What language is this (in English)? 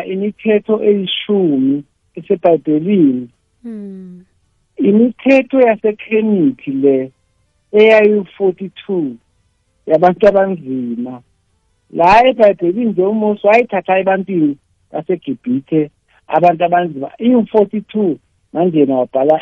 South Ndebele